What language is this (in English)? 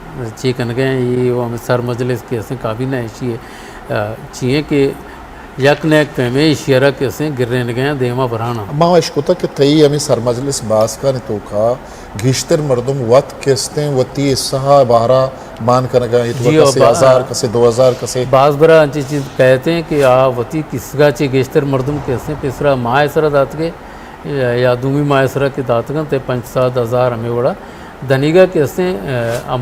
Eastern Balochi